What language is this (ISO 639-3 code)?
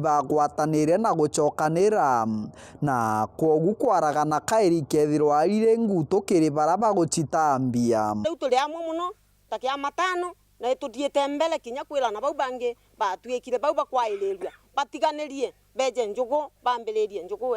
mer